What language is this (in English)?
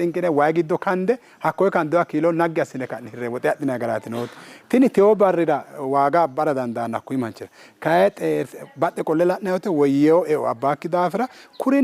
Sidamo